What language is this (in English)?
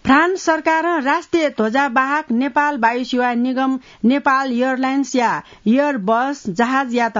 Newari